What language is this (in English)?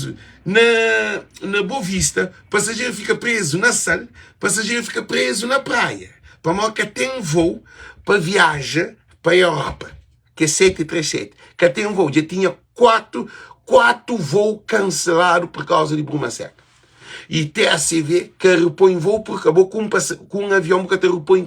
Kabuverdianu